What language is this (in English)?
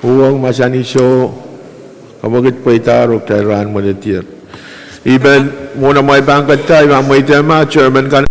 Pohnpeian